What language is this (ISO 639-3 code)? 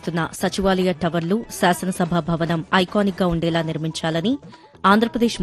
tel